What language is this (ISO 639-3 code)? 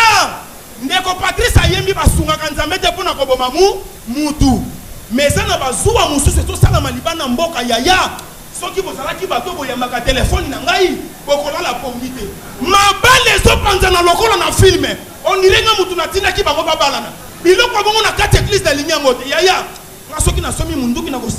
lin